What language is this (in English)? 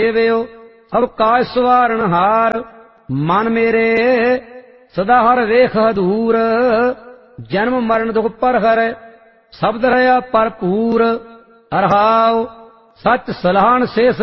Punjabi